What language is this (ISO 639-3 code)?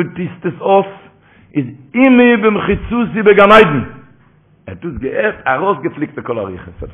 yid